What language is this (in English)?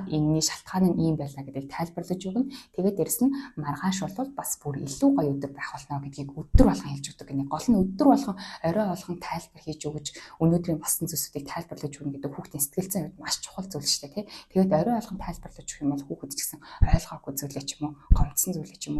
Mongolian